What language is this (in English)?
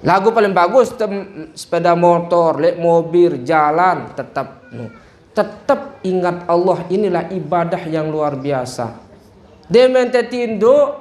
Sasak